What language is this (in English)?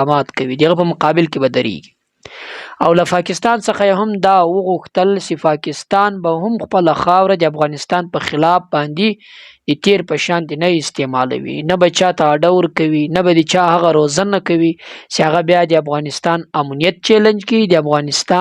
Pashto